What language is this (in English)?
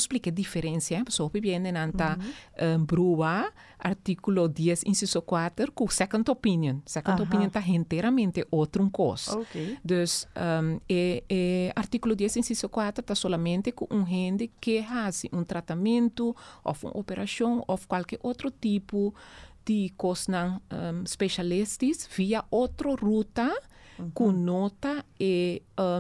Papiamento